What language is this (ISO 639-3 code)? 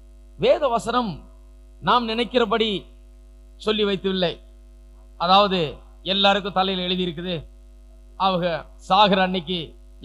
tam